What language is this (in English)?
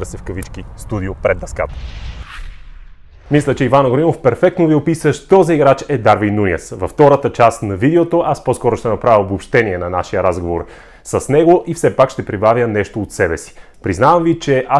Bulgarian